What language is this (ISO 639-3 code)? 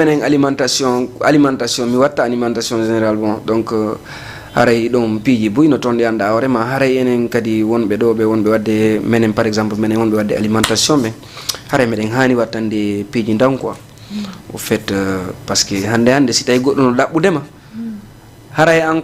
ful